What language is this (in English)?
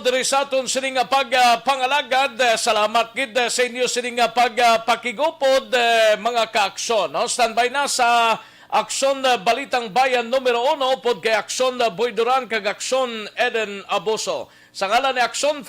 Hiligaynon